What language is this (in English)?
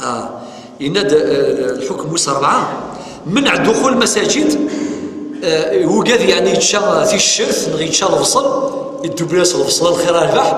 Kabyle